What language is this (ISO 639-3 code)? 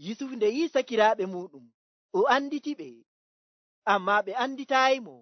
fuv